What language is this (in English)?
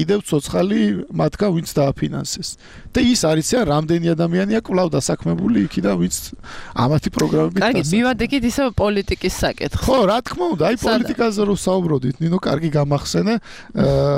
Georgian